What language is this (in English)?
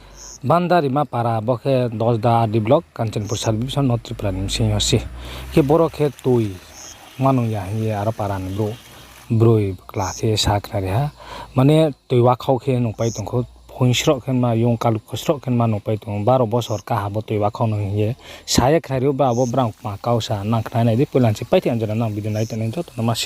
Riang (India)